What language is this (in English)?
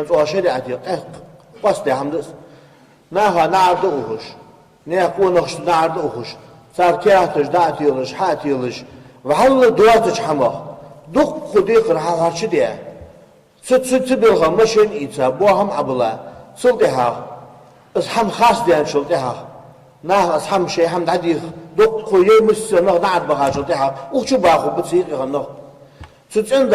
Ingush